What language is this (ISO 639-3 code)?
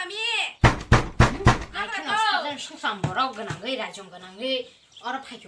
trp